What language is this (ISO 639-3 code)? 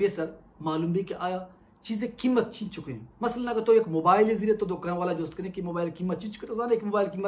bal